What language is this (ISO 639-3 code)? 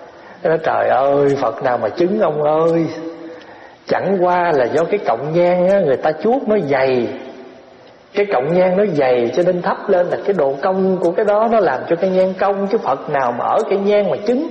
vie